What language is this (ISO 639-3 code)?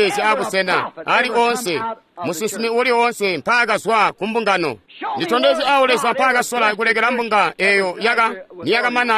toi